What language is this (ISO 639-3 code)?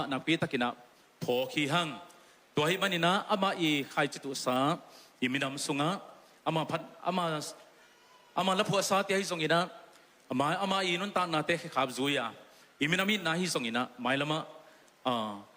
ctd